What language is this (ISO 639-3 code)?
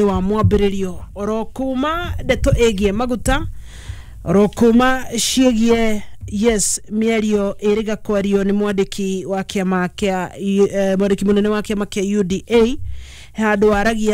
kik